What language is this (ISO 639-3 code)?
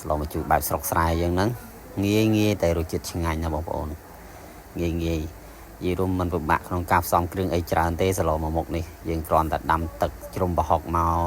khm